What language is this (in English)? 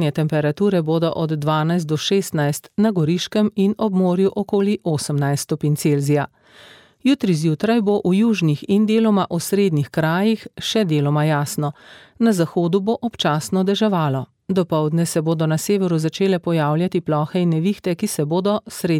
Slovenian